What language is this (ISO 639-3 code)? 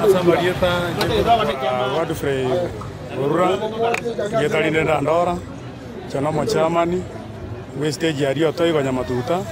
guz